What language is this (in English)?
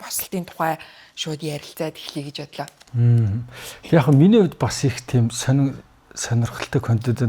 Mongolian